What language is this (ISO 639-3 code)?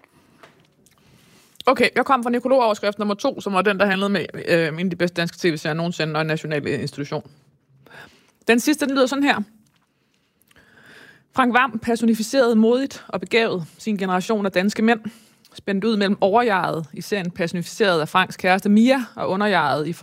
dan